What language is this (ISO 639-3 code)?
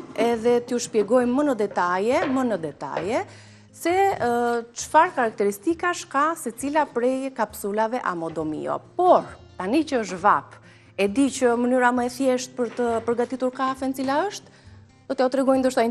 sqi